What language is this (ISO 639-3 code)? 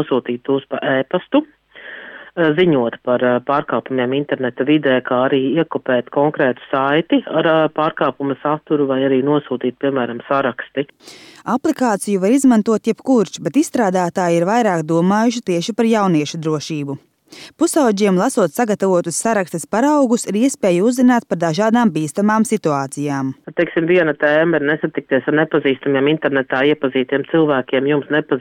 lav